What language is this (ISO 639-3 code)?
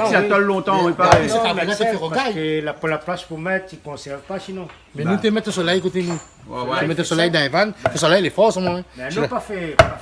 rcf